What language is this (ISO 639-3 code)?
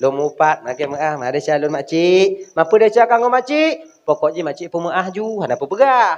ace